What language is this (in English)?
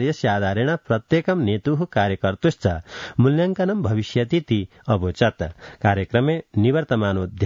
Sanskrit